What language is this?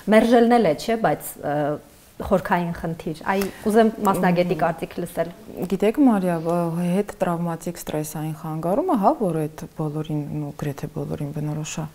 Armenian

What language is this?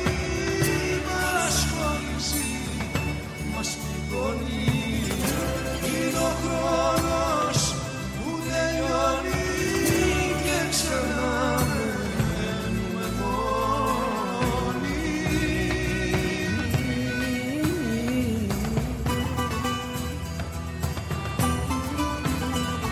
Greek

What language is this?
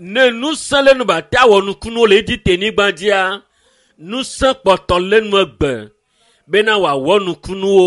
Ewe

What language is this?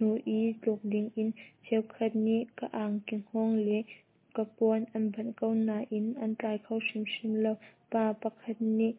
Hakha Chin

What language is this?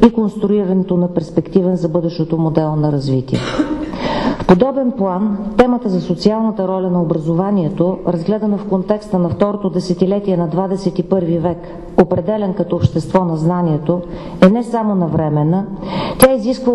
Bulgarian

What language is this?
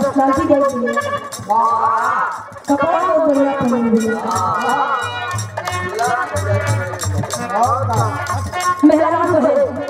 Bhojpuri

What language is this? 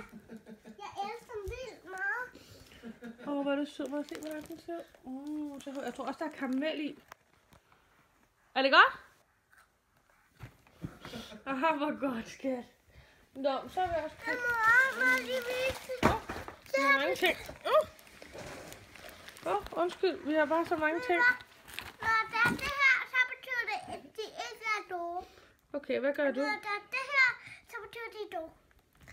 Danish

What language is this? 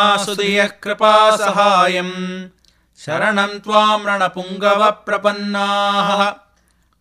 Sanskrit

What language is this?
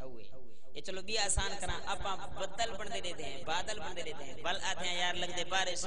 Saraiki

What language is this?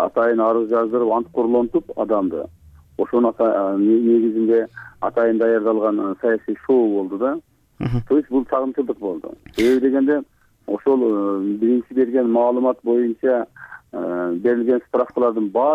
Kyrgyz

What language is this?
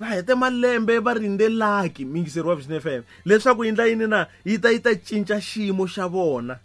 Tsonga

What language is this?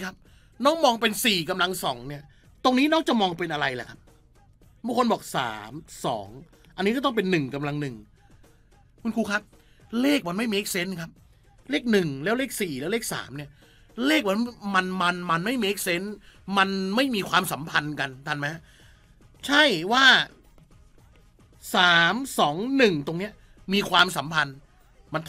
Thai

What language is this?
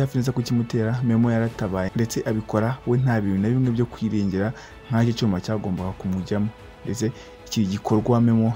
Kinyarwanda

